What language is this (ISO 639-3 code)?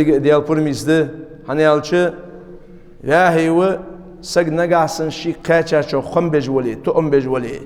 inh